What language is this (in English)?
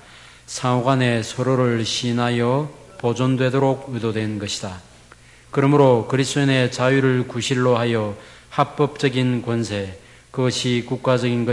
Korean